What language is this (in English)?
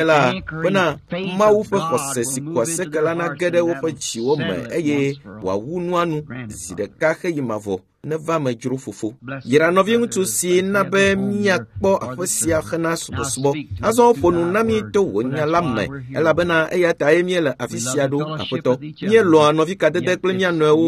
Ewe